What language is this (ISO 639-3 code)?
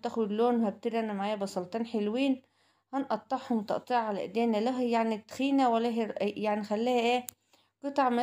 arz